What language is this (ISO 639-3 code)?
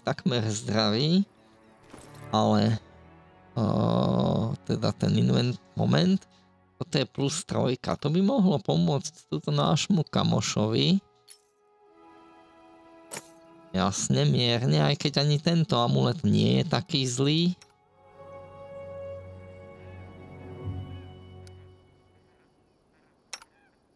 slk